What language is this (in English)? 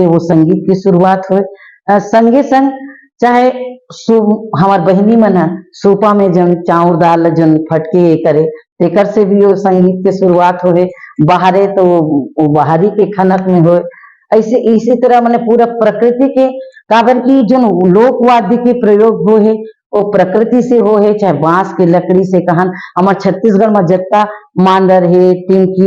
Chhattisgarhi